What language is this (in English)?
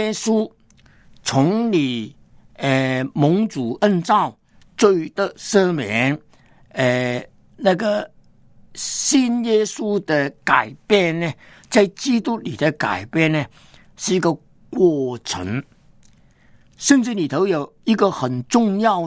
Chinese